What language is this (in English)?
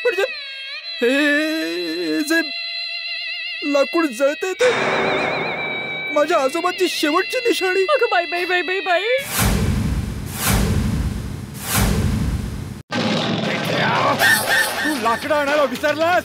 Marathi